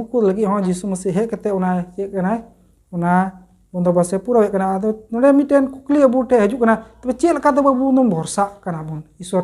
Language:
Santali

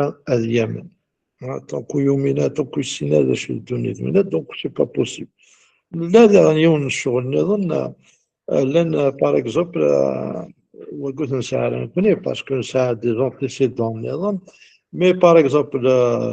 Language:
Kabyle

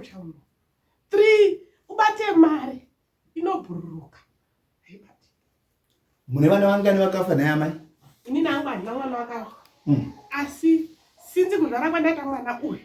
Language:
Shona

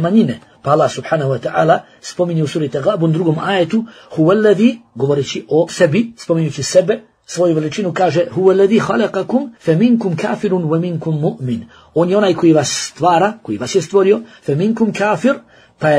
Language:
Bosnian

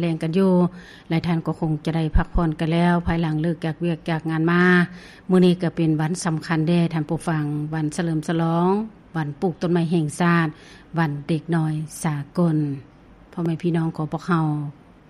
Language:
Lao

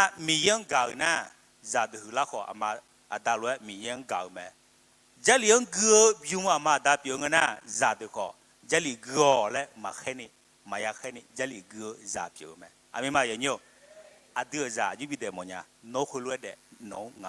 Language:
Akha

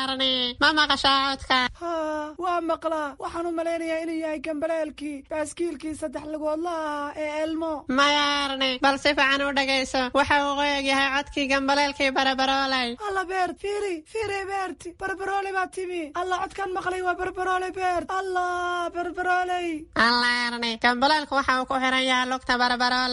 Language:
Somali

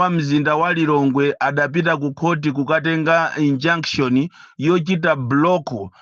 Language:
Nyanja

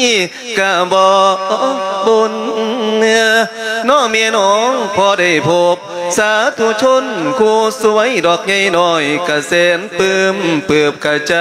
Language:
Lao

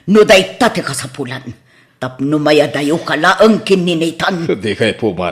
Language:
Iloko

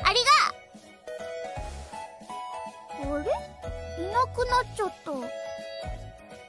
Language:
Japanese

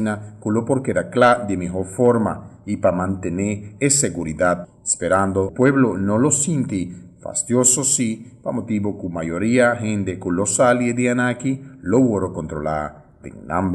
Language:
Papiamento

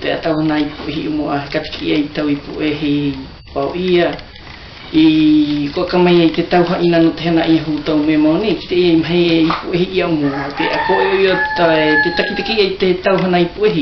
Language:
South Marquesan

